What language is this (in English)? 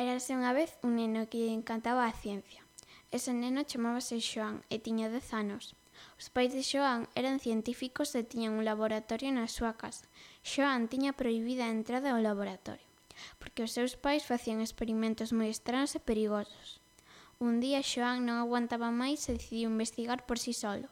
Galician